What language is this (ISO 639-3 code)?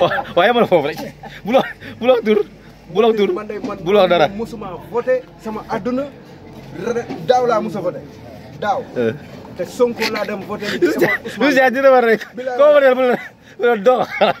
wol